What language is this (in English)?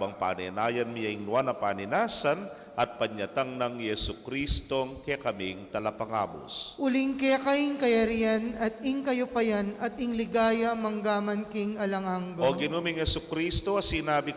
Pampanga